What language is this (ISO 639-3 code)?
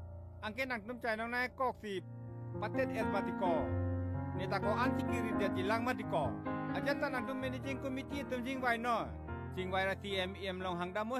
mjw